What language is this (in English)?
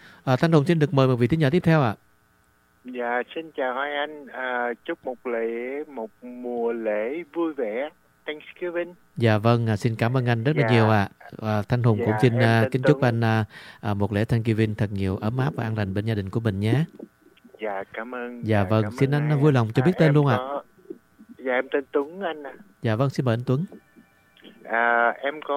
Vietnamese